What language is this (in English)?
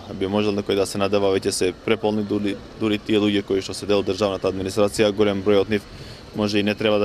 Macedonian